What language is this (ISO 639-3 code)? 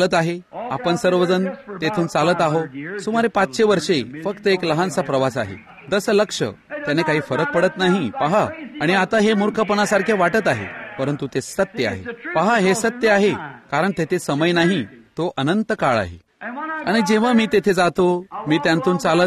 mar